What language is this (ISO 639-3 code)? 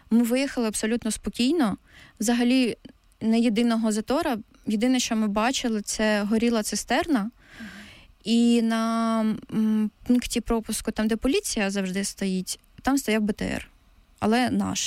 ukr